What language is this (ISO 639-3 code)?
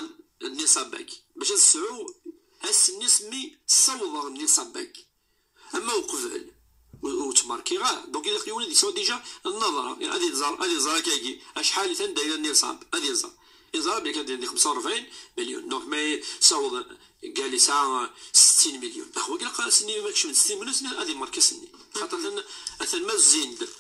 kab